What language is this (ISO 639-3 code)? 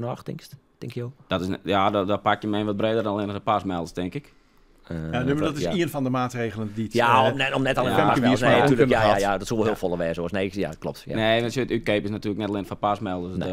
fry